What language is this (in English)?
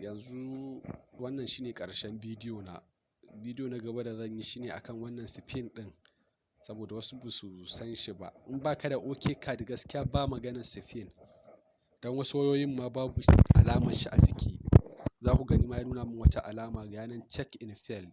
Hausa